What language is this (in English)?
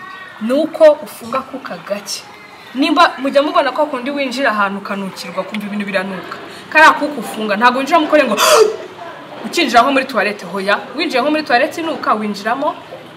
Kinyarwanda